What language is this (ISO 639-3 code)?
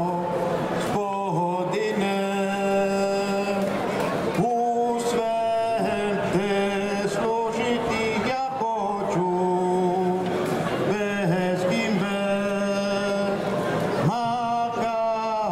hrv